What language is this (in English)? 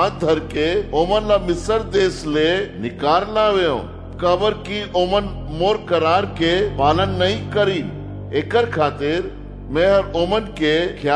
Chhattisgarhi